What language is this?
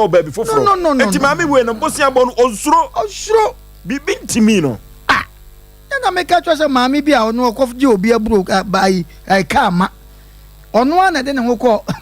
Akan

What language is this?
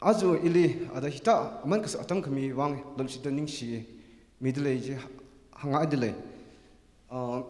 Tangkhul Naga (India)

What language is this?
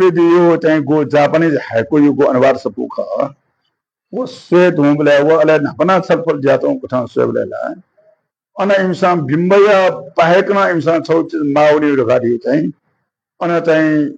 Newari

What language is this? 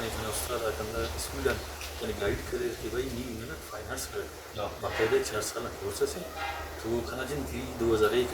Brahui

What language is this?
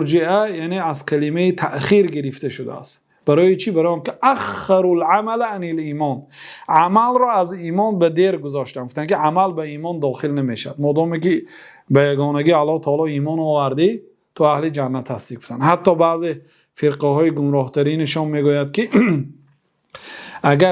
Persian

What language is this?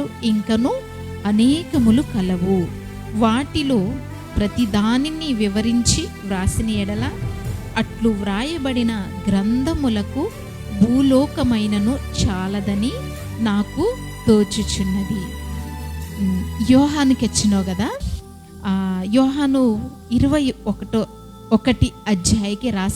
Koya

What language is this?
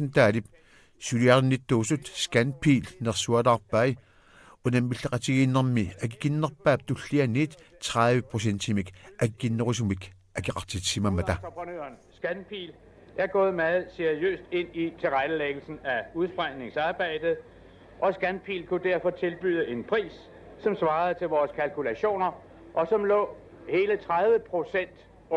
Kalaallisut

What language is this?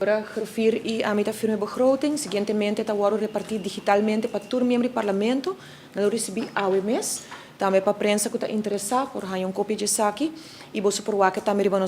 Papiamento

